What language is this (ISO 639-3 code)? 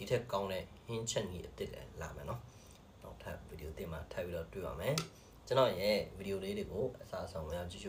mya